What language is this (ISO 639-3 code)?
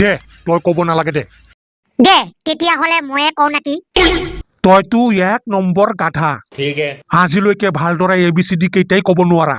asm